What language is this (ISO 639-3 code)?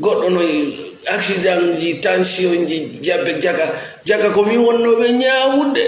ful